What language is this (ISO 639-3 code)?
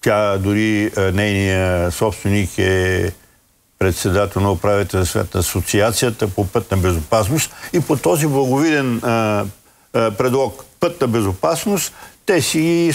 bul